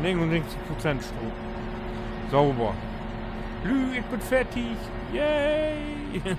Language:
Low German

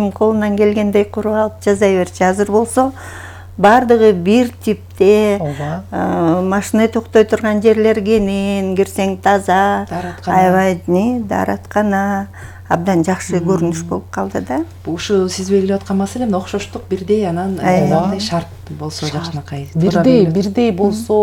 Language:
Kyrgyz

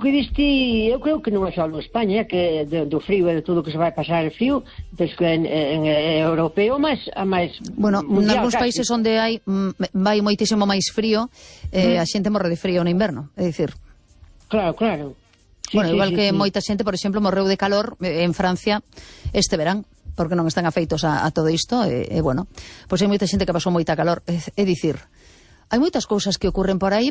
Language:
Galician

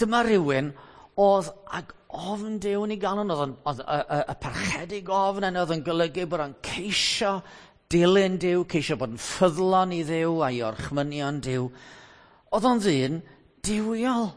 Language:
Welsh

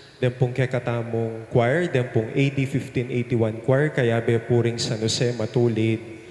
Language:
Pampanga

